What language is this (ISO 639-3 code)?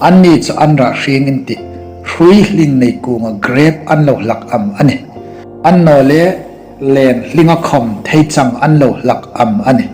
hmr